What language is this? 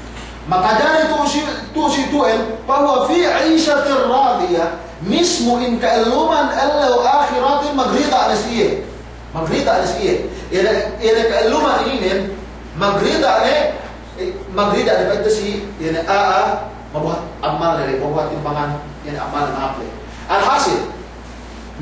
Yakan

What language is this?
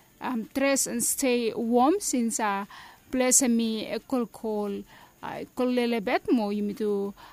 Bislama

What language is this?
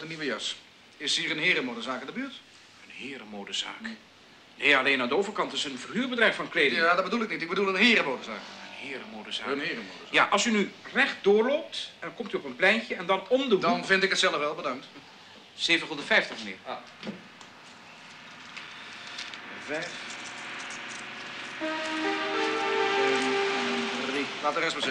Dutch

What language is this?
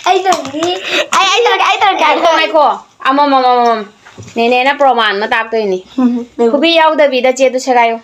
Manipuri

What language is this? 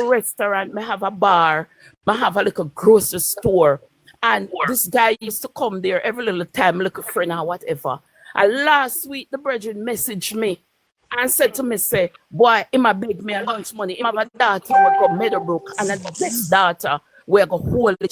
Jamaican Creole English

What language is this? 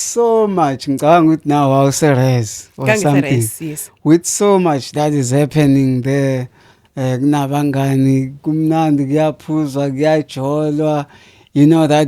Zulu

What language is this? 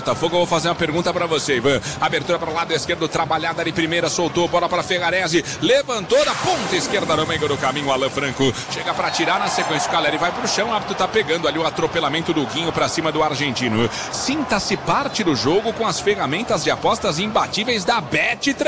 Portuguese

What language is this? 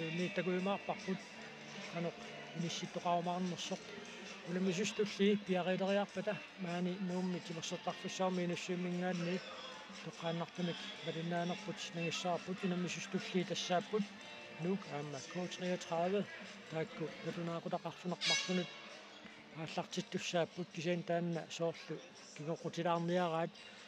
Kalaallisut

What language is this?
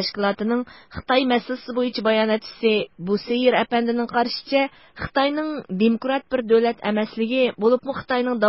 Uyghur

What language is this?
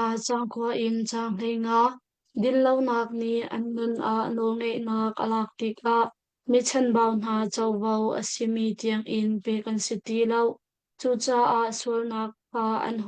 Hakha Chin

